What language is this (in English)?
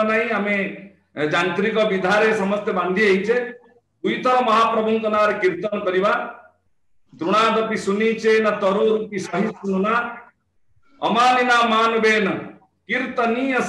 Odia